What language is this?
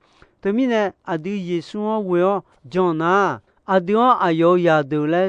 Akha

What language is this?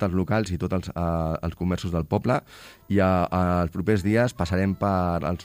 Catalan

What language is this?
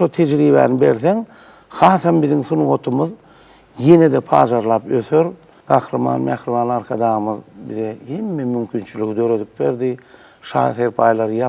Turkmen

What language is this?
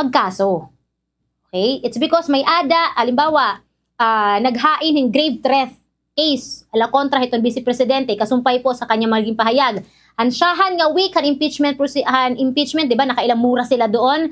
Waray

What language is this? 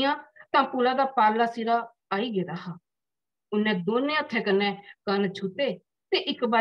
Dogri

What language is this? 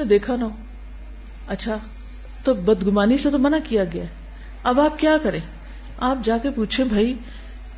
Urdu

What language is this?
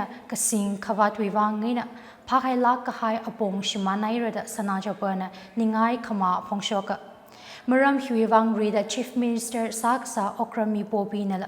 Tangkhul Naga (India)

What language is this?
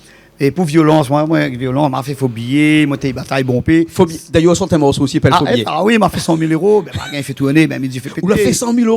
Réunion Creole French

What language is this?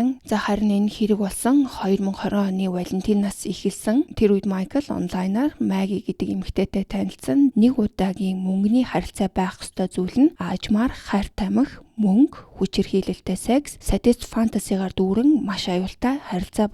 Mongolian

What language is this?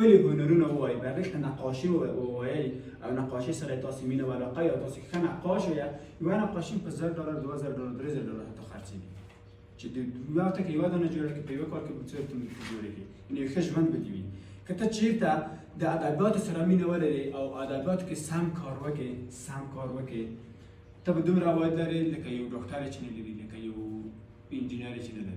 Pashto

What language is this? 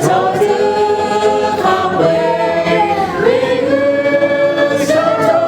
Lahu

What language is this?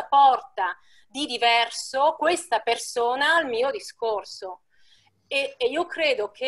Italian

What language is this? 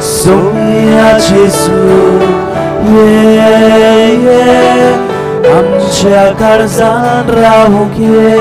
Konkani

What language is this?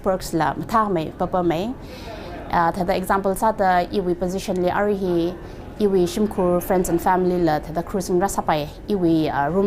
Tangkhul Naga (India)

